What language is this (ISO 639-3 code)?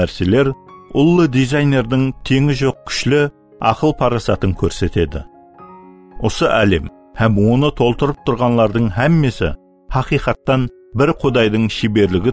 kaa